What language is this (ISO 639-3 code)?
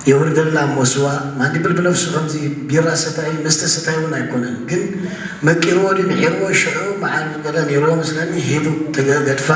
tir